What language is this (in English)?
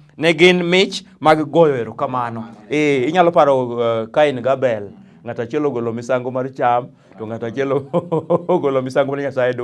Luo (Kenya and Tanzania)